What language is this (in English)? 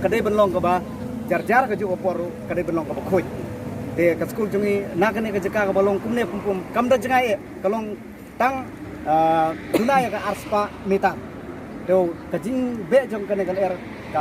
Khasi